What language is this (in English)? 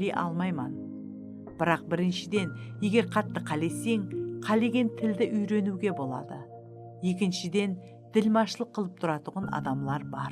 Kara-Kalpak